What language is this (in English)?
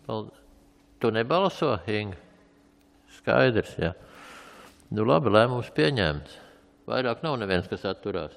Latvian